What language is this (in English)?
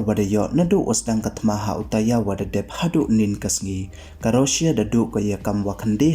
Pnar